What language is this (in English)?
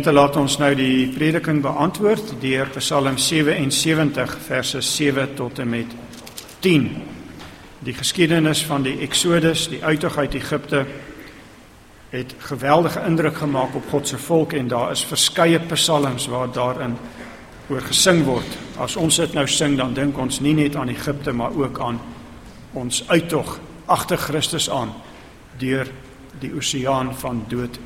Afrikaans